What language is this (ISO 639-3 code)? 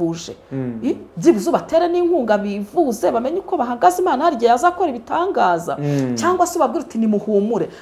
kin